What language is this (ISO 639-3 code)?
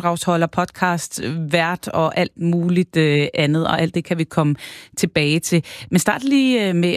dan